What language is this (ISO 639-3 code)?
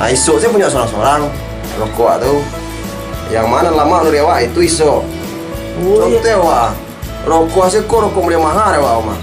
min